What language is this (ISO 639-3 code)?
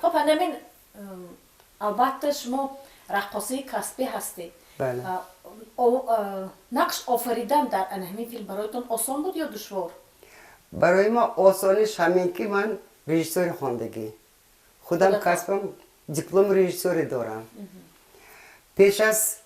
tgk